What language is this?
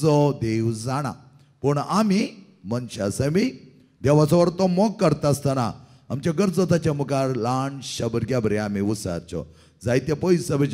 Konkani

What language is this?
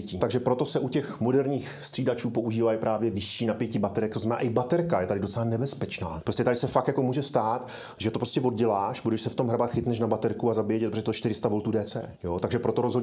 Czech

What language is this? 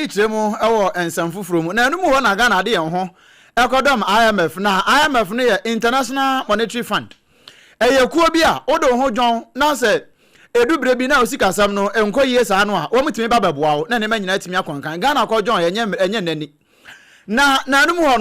Akan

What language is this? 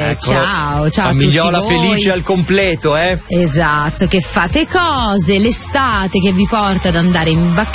Italian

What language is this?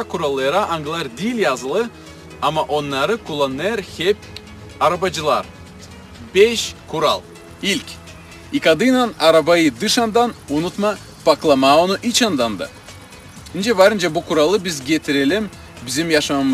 Gagauz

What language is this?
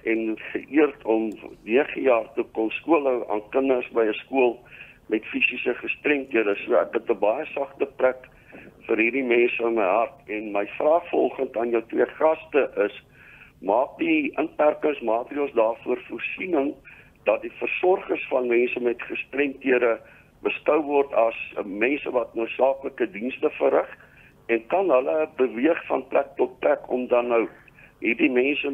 Afrikaans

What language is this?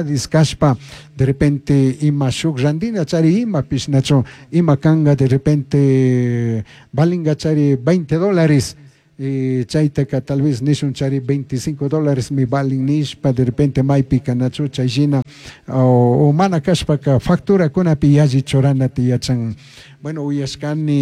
Chimborazo Highland Quichua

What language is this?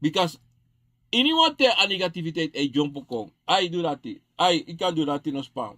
Sranan Tongo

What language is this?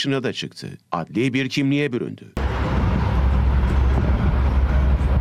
Turkish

